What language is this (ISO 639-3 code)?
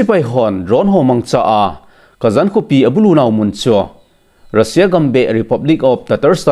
tcz